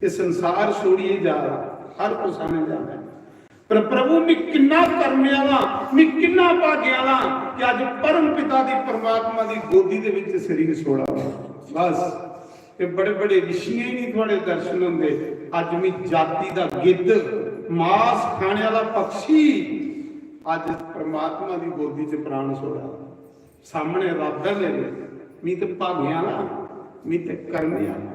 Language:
Dogri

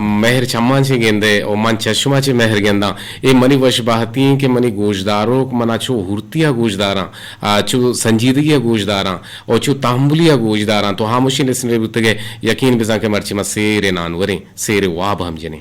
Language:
Eastern Balochi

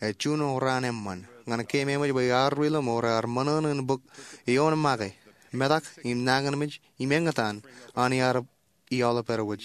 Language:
Marshallese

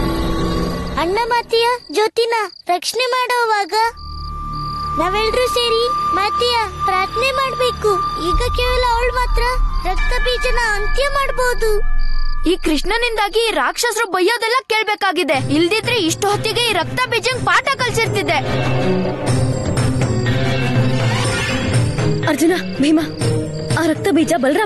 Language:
Kannada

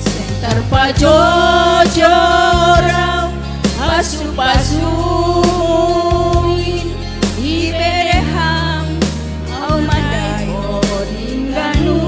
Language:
Batak Simalungun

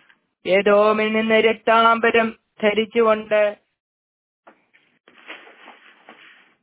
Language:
Malayalam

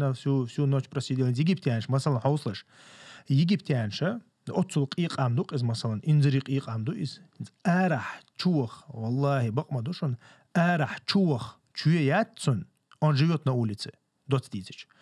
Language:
Chechen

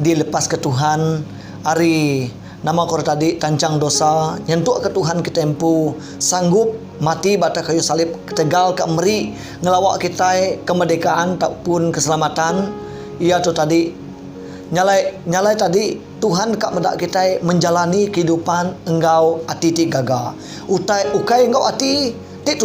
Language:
Iban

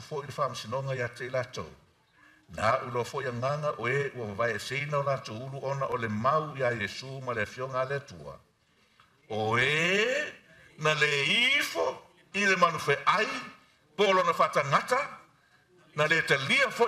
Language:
Samoan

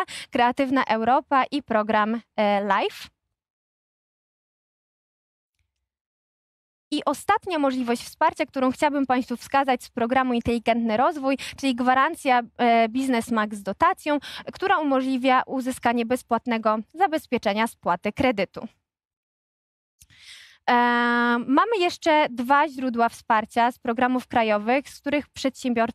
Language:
Polish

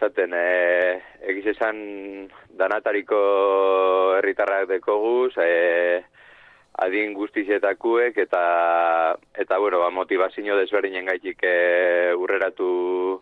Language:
Basque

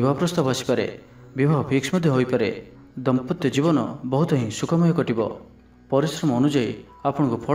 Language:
Odia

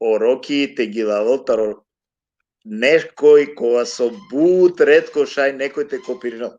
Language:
Balkan Romani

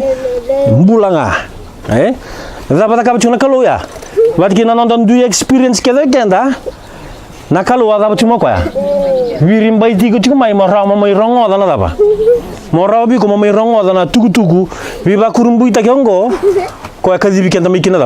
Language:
Fijian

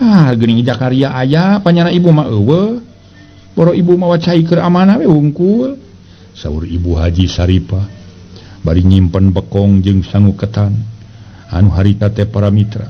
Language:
Sundanese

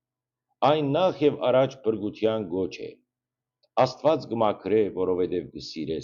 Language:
Western Armenian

